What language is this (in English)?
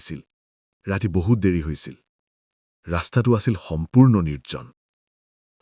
Assamese